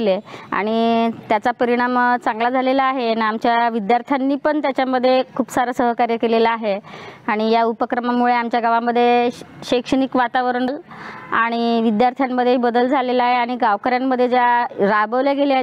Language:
Marathi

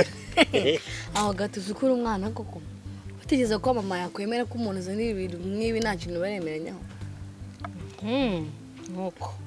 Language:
Kinyarwanda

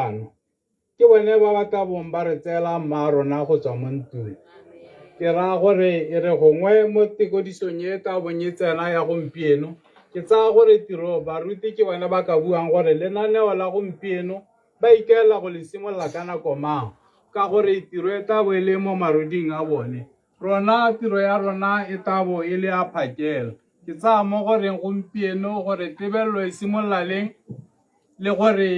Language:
Tswana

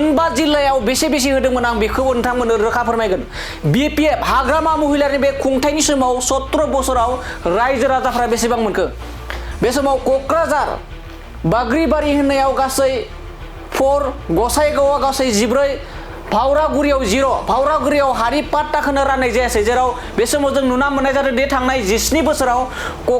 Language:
Bodo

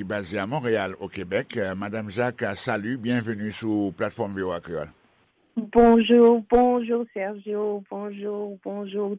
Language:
Haitian Creole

